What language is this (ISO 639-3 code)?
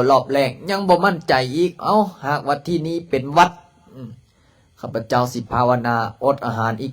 lao